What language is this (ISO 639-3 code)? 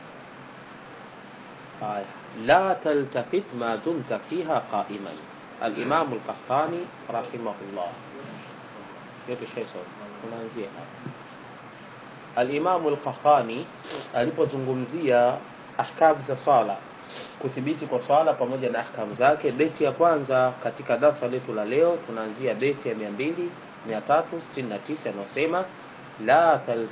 swa